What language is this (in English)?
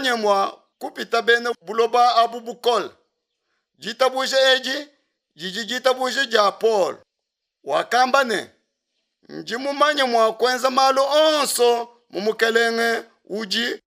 Luba-Lulua